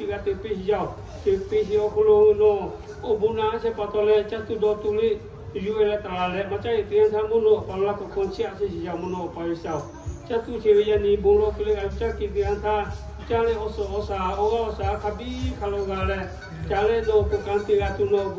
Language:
Lahu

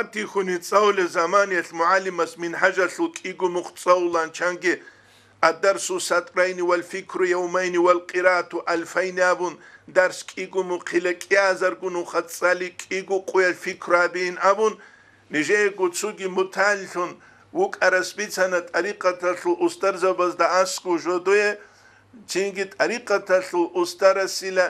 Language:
Avaric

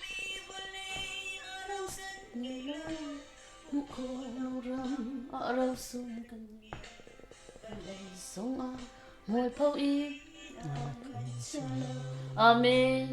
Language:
Hakha Chin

